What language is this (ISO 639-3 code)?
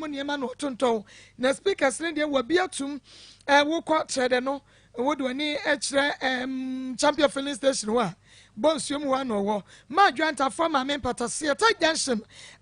aka